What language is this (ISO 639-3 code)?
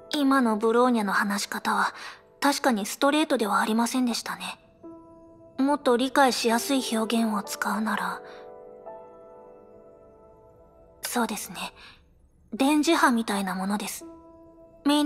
jpn